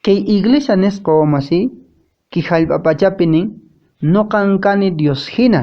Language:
Quechua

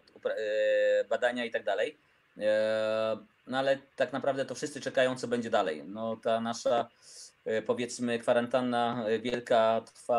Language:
Polish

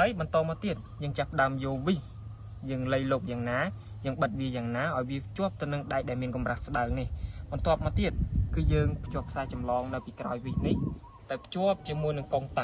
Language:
Khmer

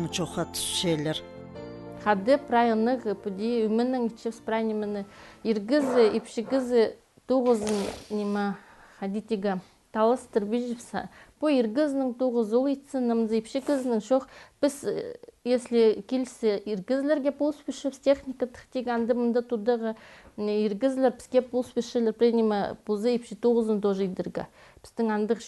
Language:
Khakas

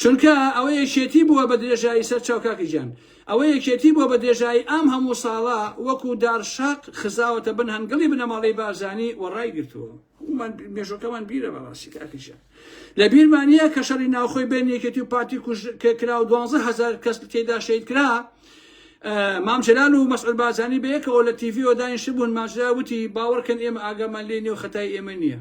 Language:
Central Kurdish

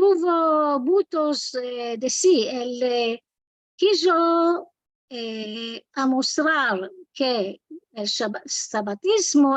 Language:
Ladino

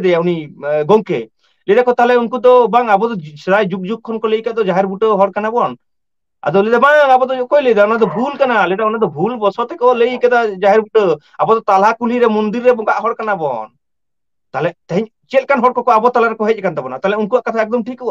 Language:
Santali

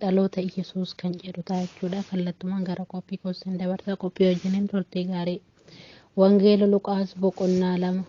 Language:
Oromo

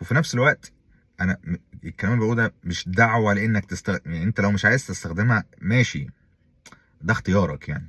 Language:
Egyptian Arabic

